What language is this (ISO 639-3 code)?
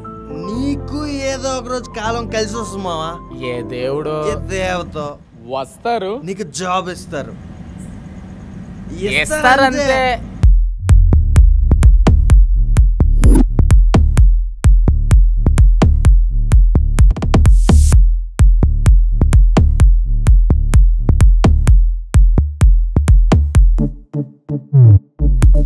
tel